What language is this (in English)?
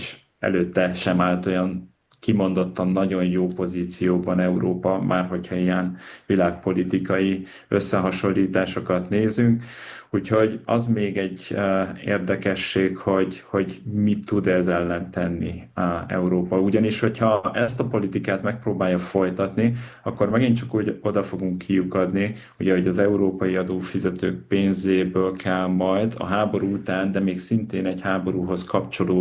Hungarian